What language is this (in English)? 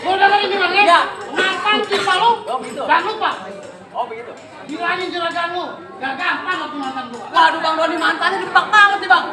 Betawi